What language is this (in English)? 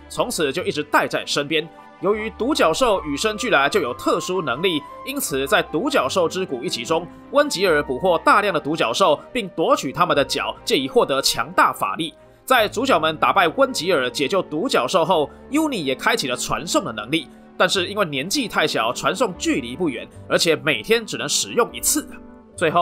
Chinese